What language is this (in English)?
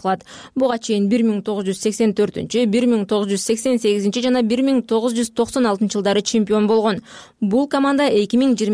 Kyrgyz